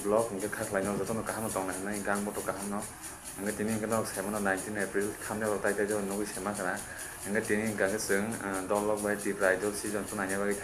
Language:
Kok Borok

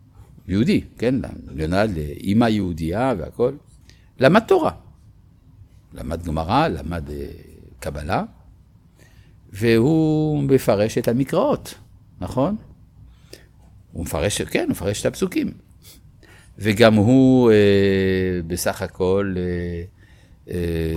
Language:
Hebrew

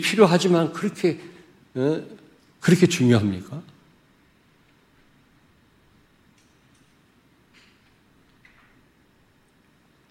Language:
Korean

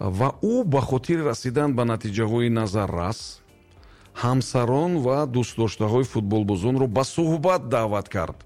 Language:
Tajik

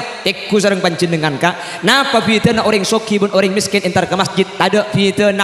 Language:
Madurese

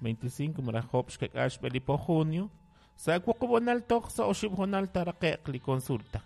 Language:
Kekchí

